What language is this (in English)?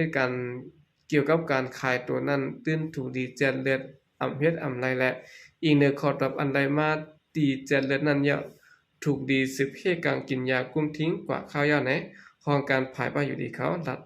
Shan